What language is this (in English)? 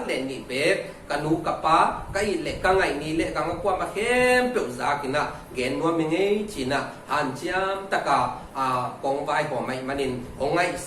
Tedim Chin